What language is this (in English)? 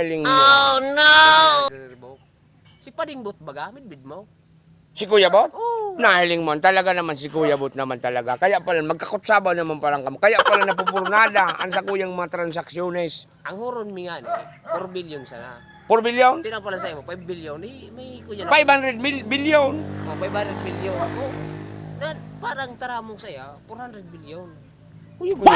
Bikol